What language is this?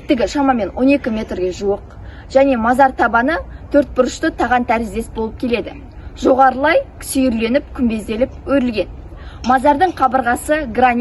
Kazakh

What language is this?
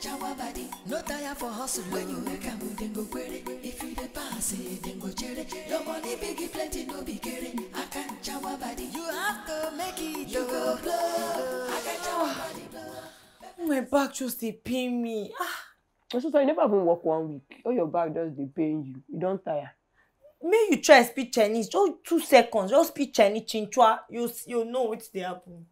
Nigerian Pidgin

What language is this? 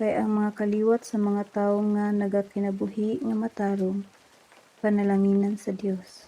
Cebuano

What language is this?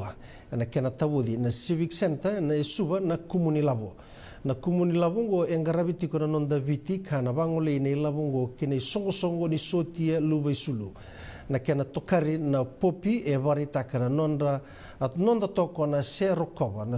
Fijian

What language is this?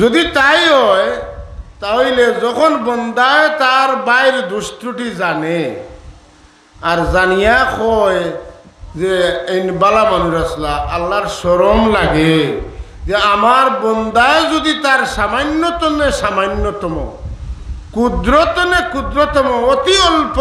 Sylheti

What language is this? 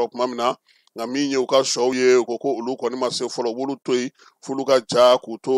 Bambara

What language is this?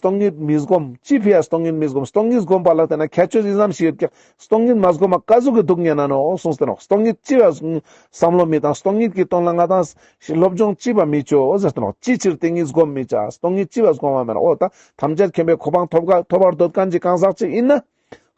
Ladakhi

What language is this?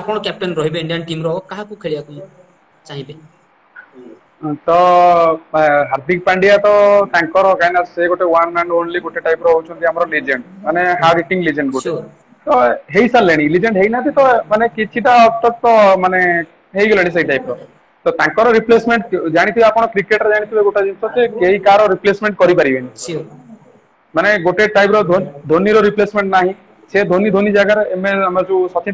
Odia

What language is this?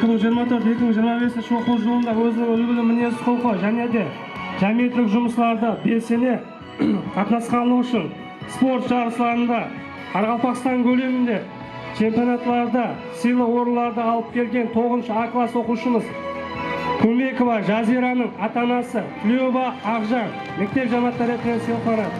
Kara-Kalpak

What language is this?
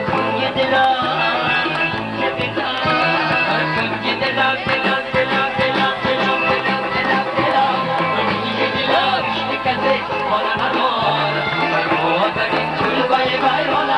Persian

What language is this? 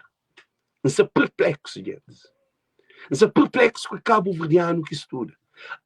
Kabuverdianu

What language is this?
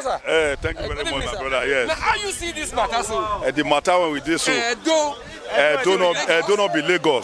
Nigerian Pidgin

